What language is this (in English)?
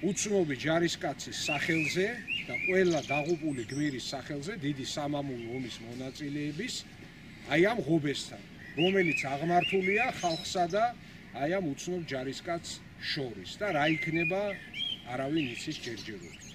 Georgian